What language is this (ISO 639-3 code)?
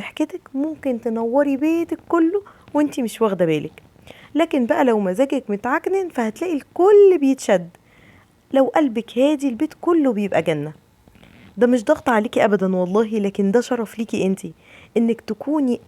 arz